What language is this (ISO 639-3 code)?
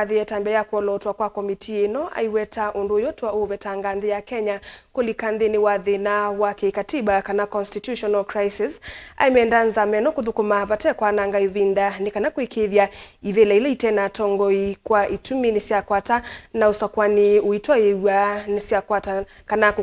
kam